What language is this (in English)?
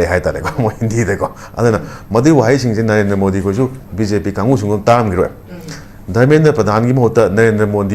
Manipuri